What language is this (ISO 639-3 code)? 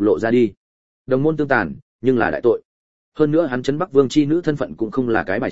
vie